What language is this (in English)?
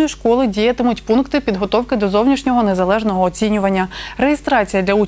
Ukrainian